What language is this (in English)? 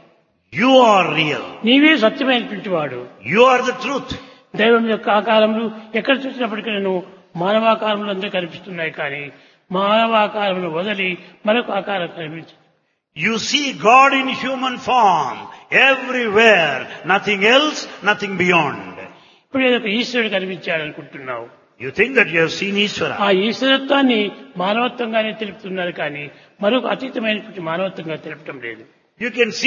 Telugu